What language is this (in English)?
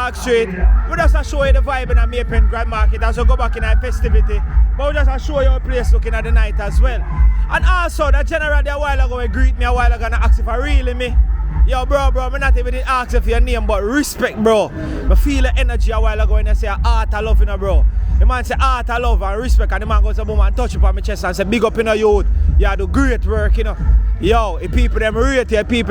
Jamaican Creole English